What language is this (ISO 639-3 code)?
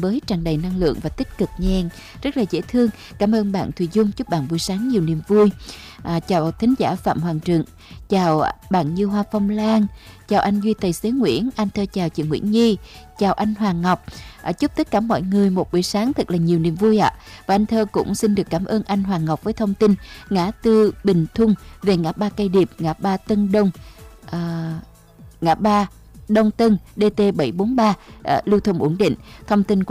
vie